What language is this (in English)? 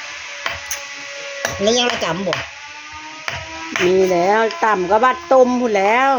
Northeastern Thai